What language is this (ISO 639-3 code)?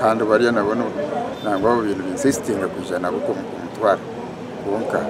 nyn